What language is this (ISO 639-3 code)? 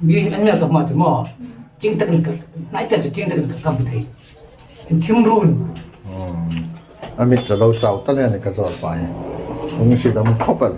hmr